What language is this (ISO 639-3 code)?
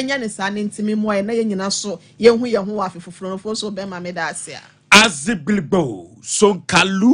aka